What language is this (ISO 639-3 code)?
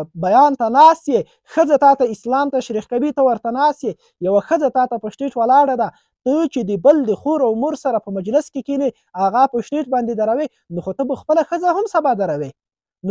pus